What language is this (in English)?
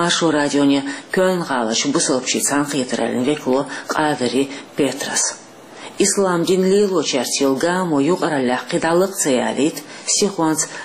Chechen